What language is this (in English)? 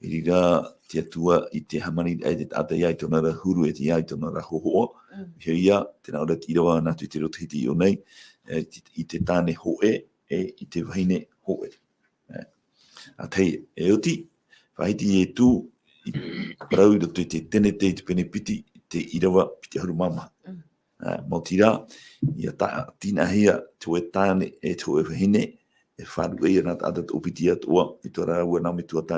Tahitian